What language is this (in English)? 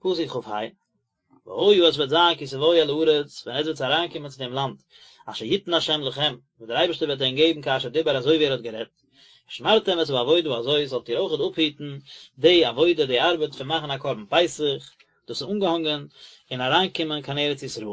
Yiddish